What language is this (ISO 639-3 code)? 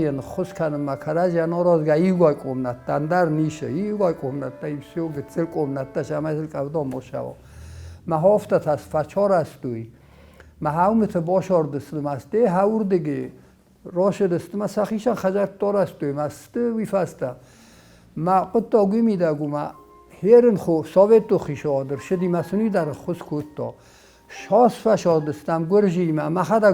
oss